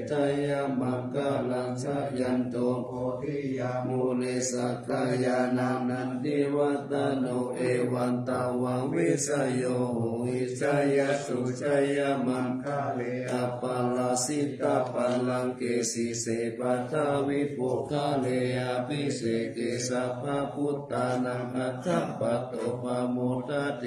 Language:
Pali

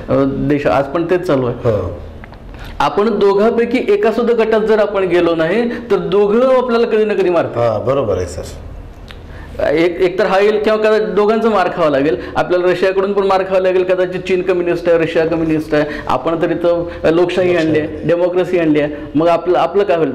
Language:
Marathi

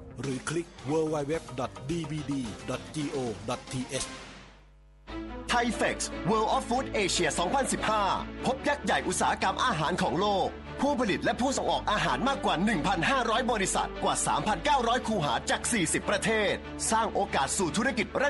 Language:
Thai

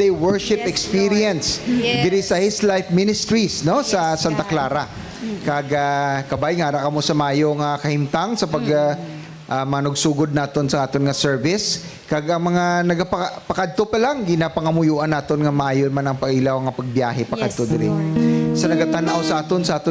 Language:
Hiligaynon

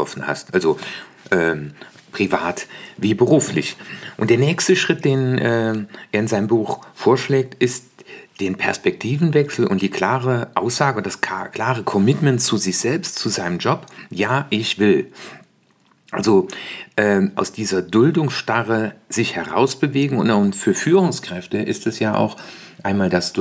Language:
German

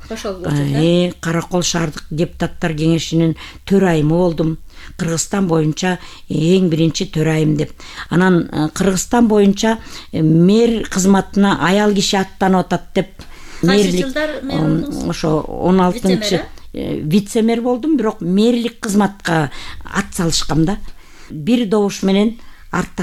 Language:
Kyrgyz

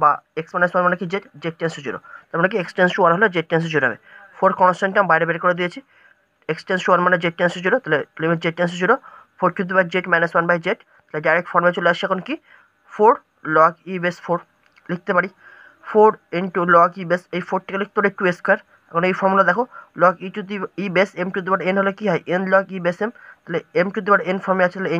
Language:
Bangla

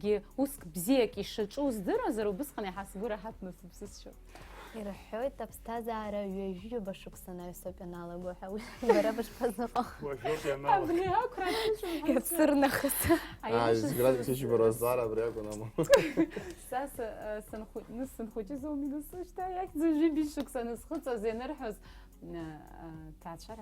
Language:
Abkhazian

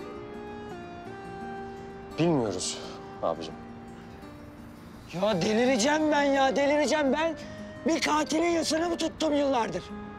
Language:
Turkish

